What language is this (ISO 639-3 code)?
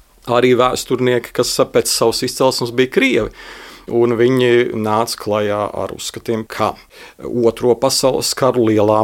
lav